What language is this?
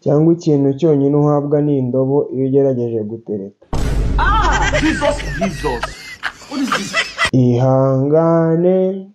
Kinyarwanda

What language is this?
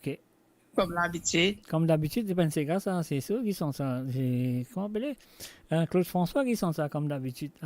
Morisyen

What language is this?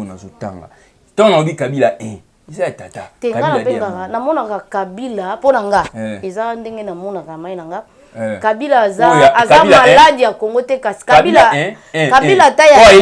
Lingala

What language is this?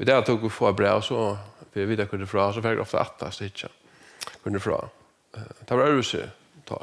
Faroese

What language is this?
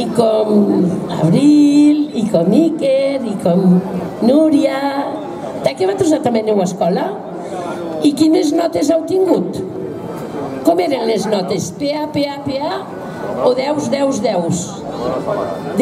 Catalan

